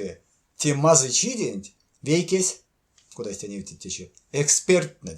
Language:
Erzya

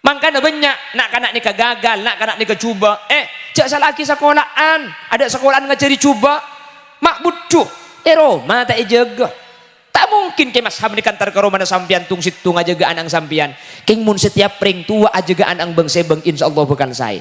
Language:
Madurese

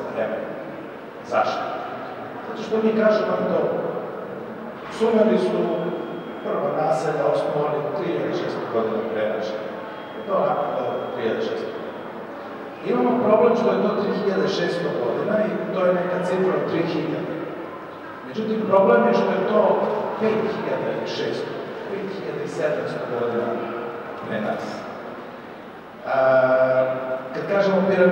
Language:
Serbian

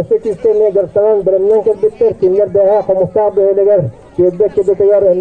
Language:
Yakut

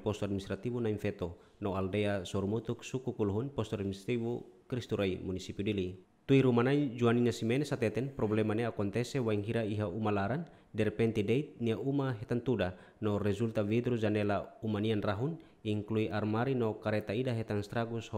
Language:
Tetum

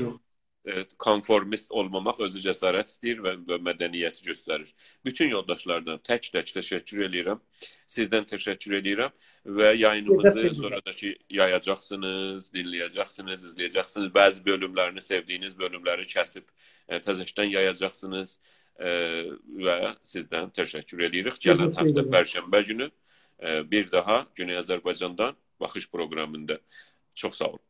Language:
South Azerbaijani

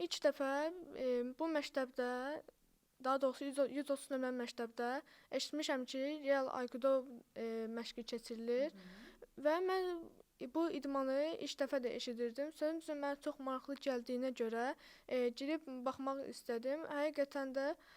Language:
Azerbaijani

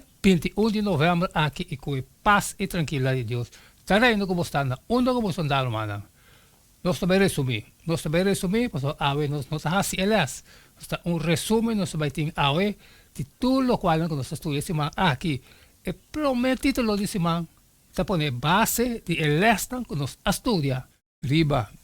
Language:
Papiamento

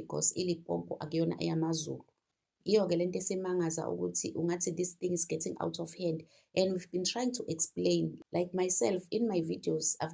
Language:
Zulu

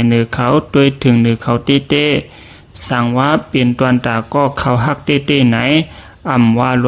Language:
Shan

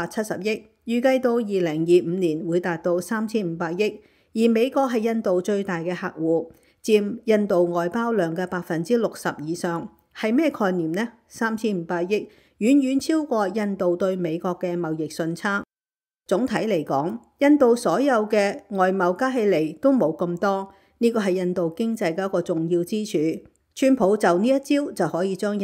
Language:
Cantonese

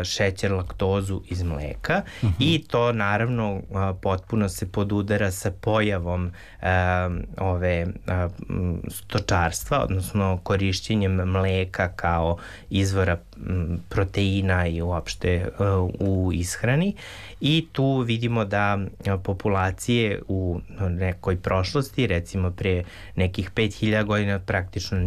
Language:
Serbian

